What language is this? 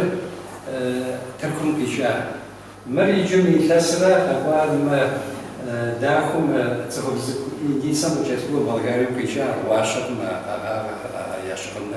Kabardian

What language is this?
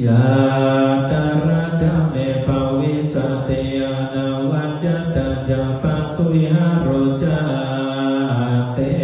Pali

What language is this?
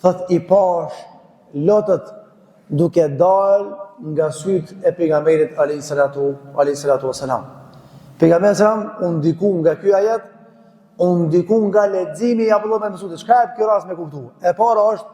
Albanian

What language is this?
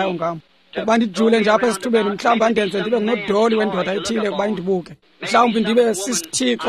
Xhosa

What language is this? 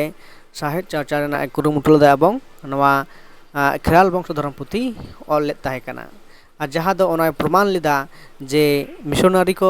Santali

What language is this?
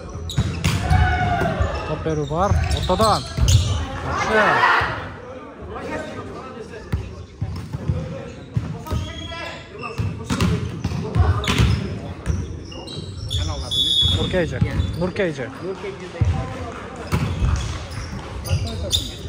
Kyrgyz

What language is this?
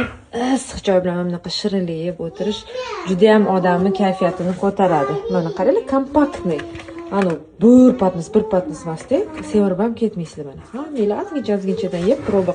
Uzbek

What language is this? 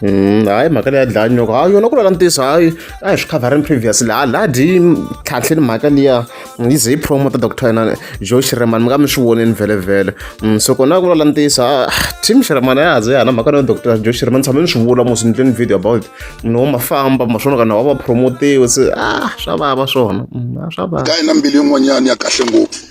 Tsonga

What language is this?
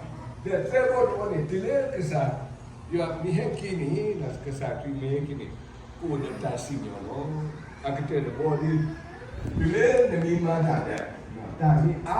S'gaw Karen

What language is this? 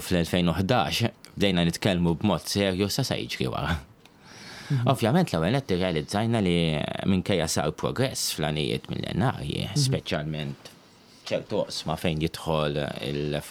Maltese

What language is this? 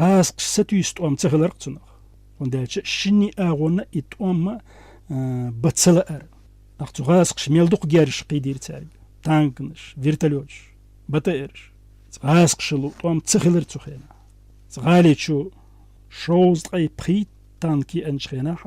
Chechen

